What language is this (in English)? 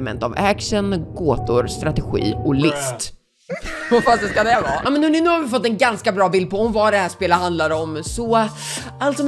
Swedish